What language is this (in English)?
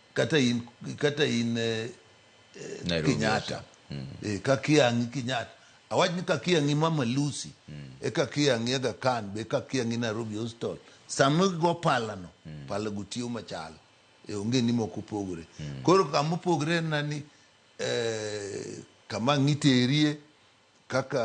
Luo (Kenya and Tanzania)